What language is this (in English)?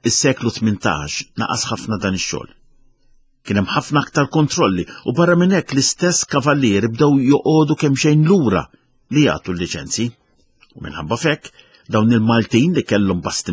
Maltese